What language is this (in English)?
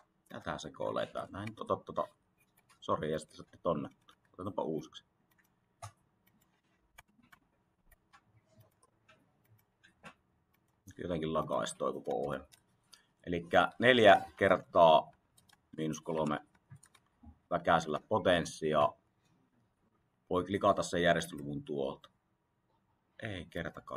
Finnish